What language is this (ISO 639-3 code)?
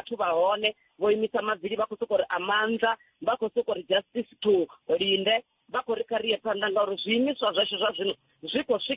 ven